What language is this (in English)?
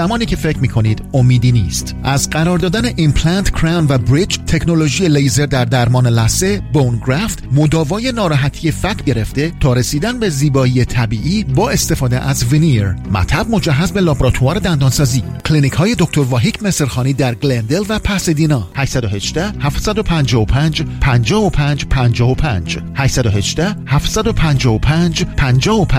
Persian